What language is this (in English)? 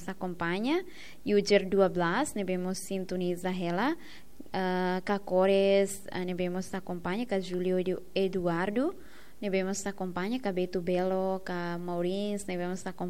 Tetum